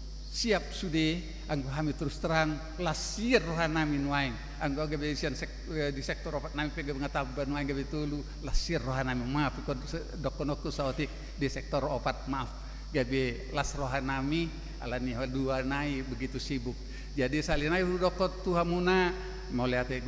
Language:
Batak Toba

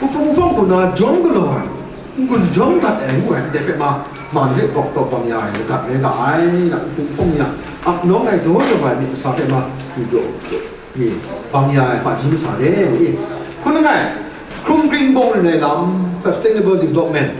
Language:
Kachin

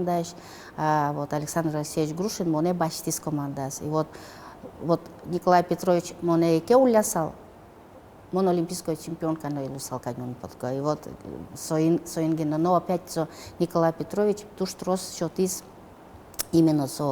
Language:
Udmurt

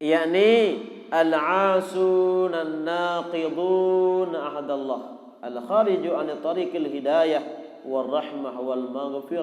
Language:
Sasak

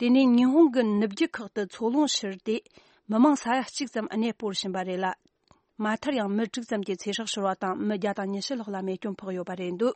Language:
Tibetan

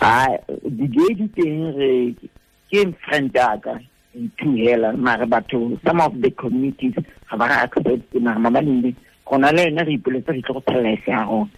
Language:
Tswana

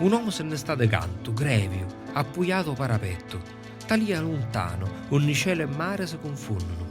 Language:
Sicilian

